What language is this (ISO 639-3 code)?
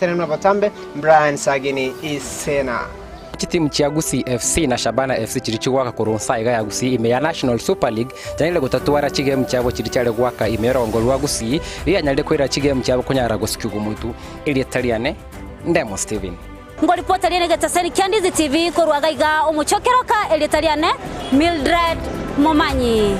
guz